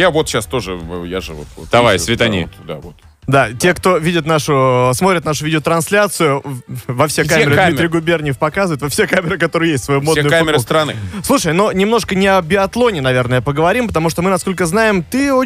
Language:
Russian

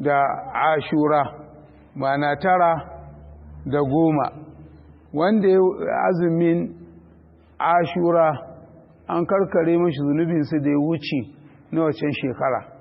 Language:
Hausa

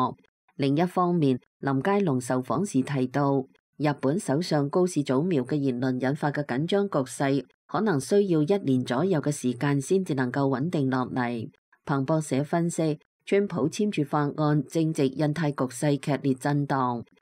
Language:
Cantonese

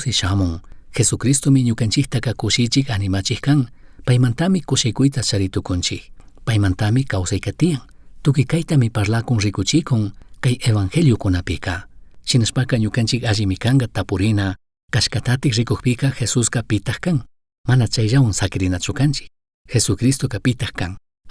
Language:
Chimborazo Highland Quichua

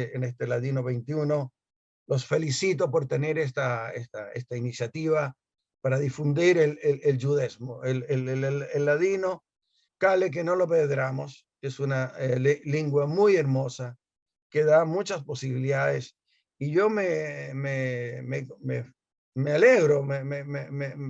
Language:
Ladino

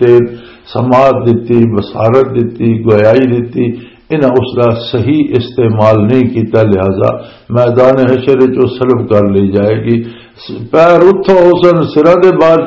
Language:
Western Panjabi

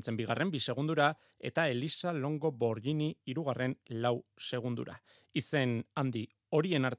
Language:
Basque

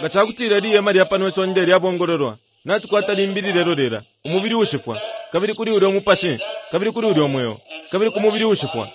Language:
Bemba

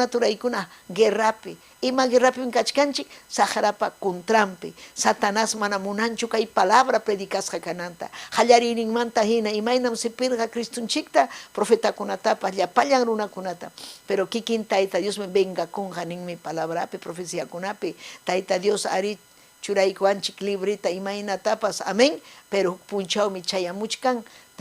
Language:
Ayacucho Quechua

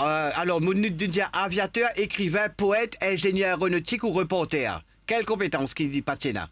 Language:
Morisyen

